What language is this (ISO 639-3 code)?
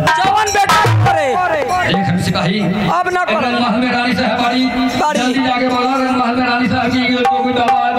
bho